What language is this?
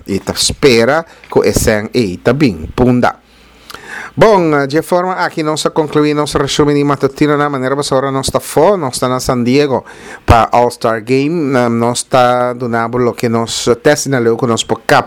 Papiamento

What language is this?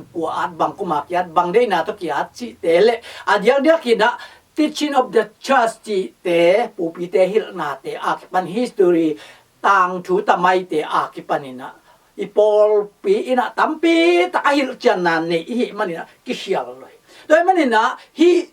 Tedim Chin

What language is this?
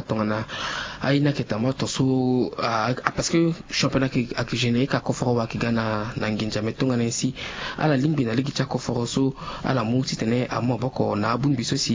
Sango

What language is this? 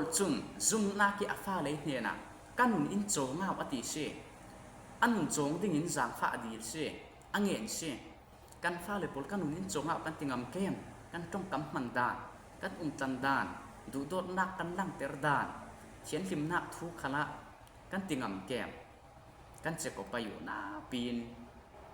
Falam Chin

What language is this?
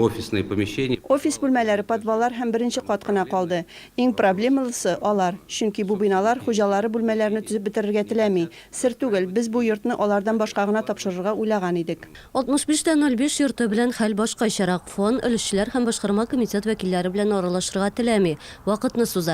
Tatar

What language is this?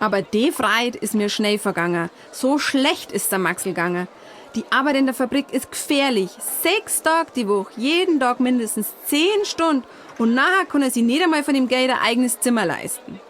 Bavarian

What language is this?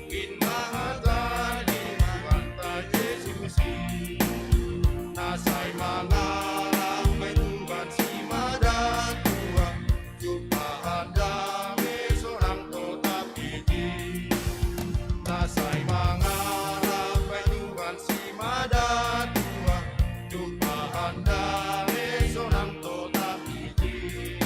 Batak Simalungun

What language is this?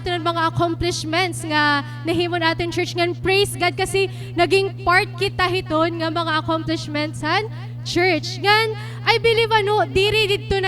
Waray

